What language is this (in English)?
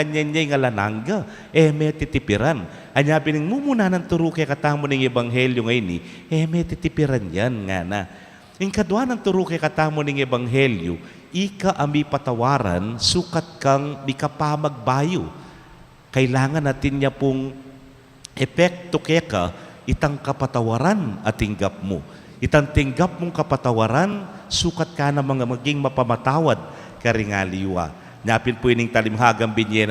Pampanga